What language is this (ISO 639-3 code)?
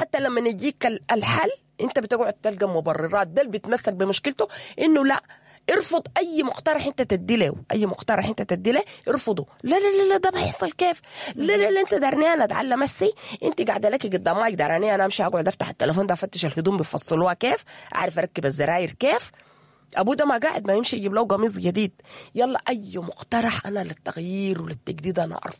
apd